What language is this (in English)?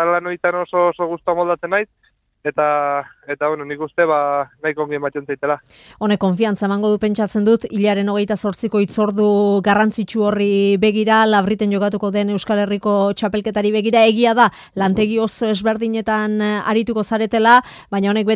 Basque